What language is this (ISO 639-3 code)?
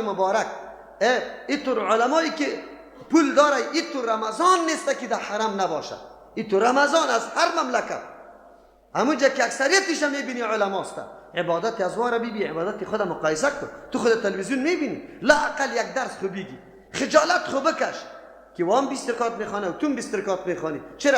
fas